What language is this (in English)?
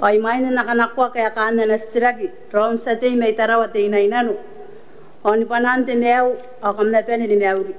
Gilbertese